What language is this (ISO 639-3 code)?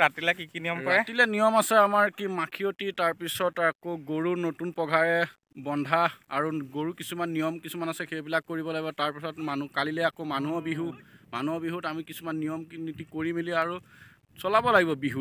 asm